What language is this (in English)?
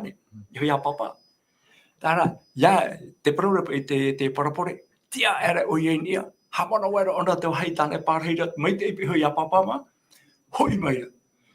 Tahitian